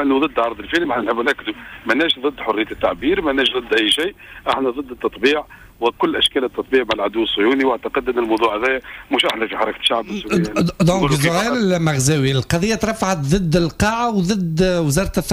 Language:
Tunisian Arabic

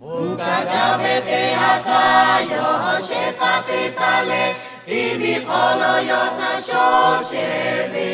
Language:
Lahu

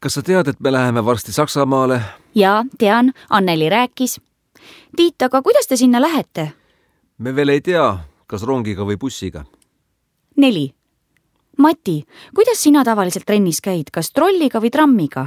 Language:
Estonian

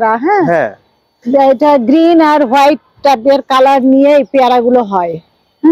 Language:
Bangla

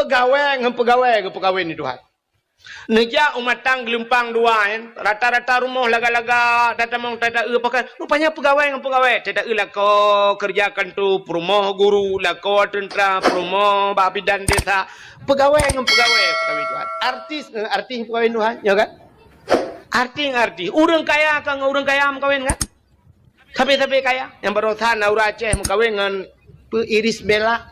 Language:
Achinese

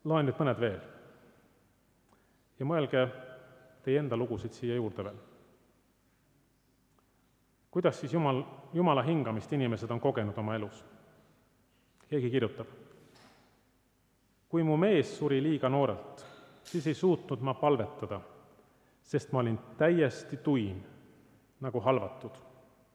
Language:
Estonian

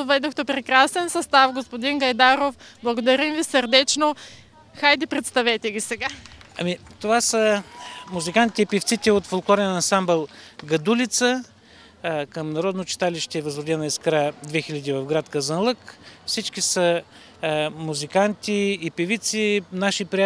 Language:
Bulgarian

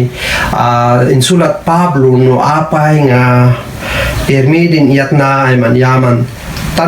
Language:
Kankanaey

